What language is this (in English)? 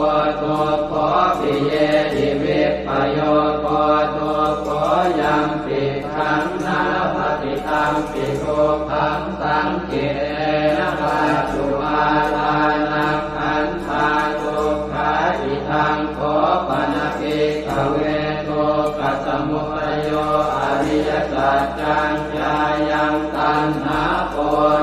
Pali